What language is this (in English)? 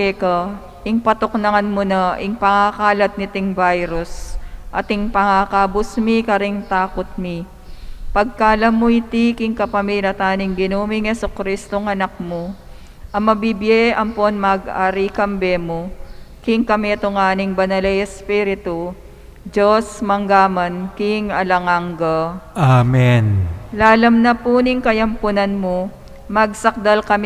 Pampanga